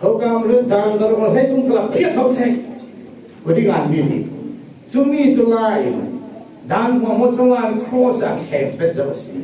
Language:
Falam Chin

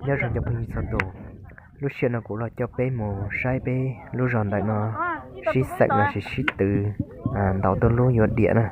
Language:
Hmong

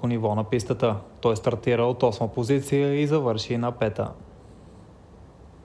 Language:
Bulgarian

